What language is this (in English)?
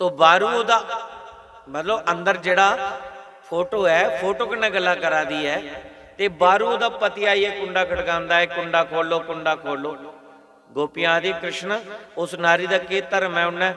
Dogri